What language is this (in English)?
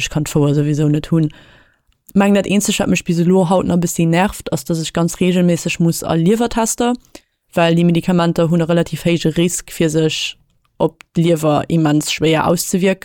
Luxembourgish